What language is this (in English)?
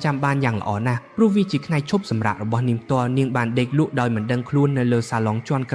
Khmer